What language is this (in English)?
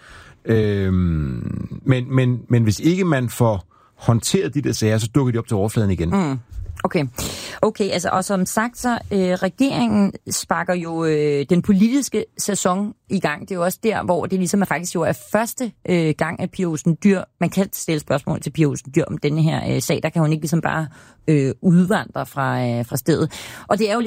Danish